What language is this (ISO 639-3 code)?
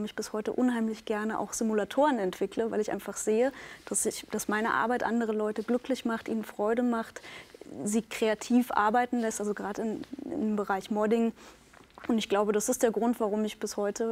deu